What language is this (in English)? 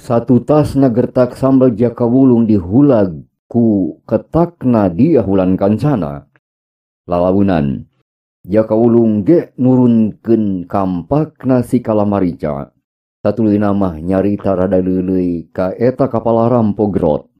Sundanese